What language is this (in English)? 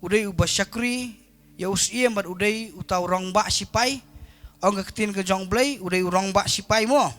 Khasi